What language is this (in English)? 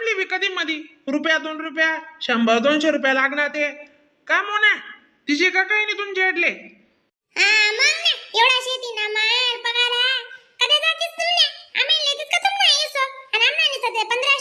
Khandesi